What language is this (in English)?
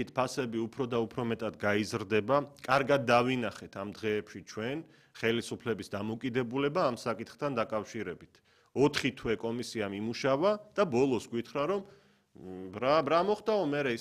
Georgian